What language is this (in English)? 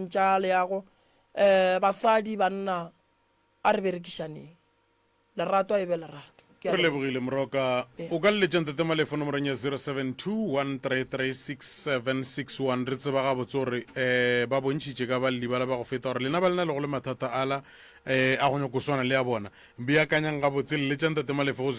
Northern Sotho